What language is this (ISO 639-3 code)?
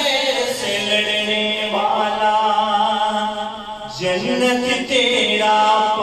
urd